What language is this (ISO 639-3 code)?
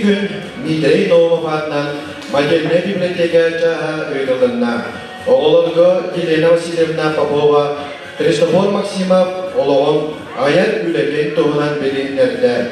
sah